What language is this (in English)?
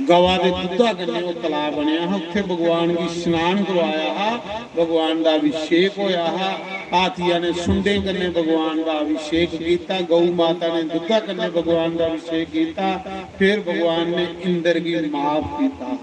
Dogri